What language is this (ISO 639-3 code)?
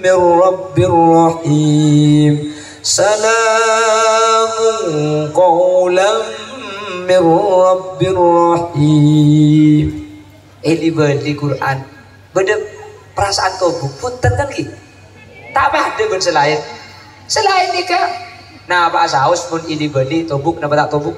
mad